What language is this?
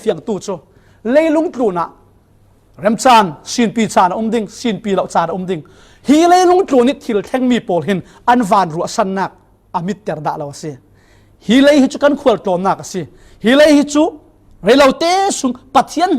Falam Chin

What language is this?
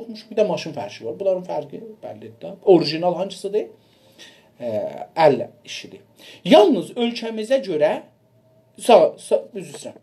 South Azerbaijani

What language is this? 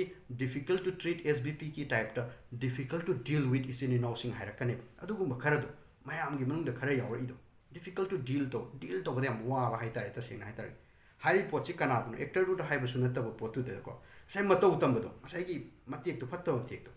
Manipuri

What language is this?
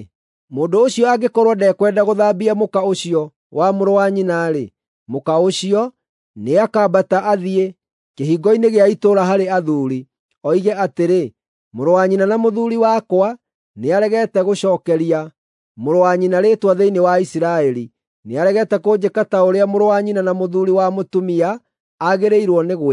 Kikuyu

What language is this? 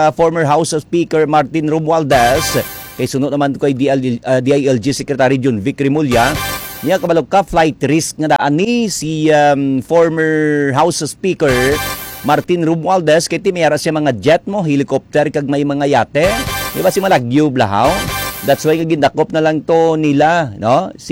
Hiligaynon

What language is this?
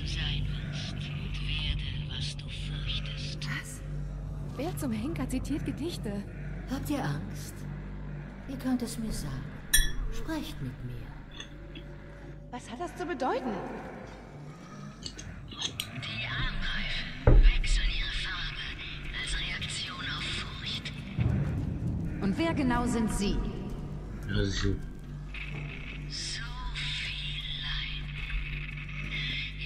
German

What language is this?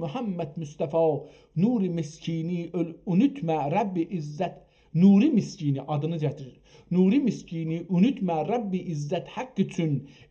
South Azerbaijani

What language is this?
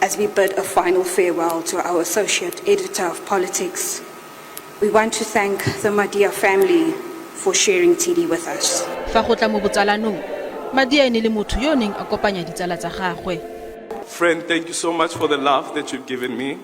Tswana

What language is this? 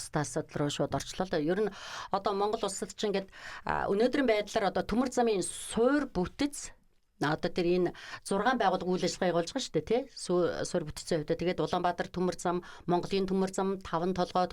Mongolian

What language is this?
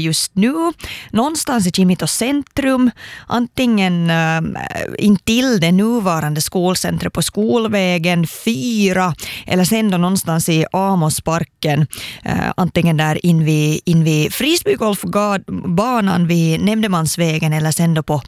Swedish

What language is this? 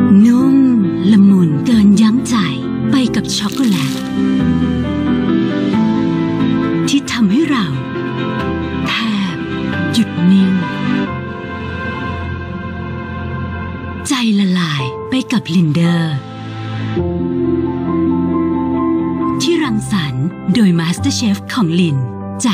Thai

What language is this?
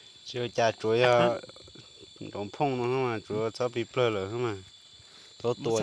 Hmong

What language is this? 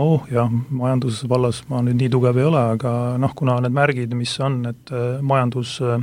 Estonian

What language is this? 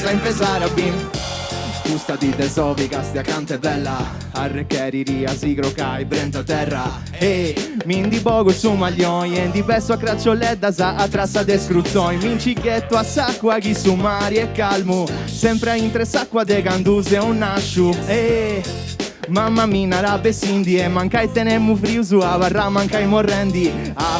Sardinian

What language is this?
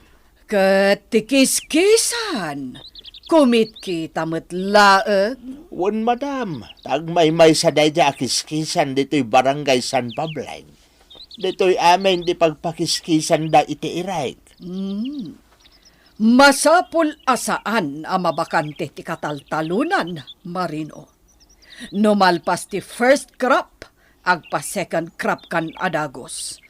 Iloko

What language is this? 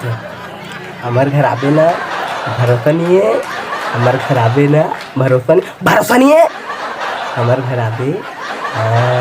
Chhattisgarhi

